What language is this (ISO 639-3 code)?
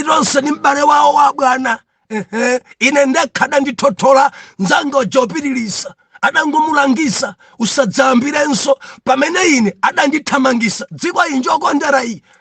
nya